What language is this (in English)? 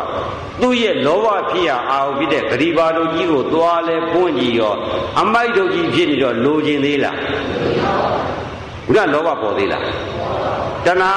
Burmese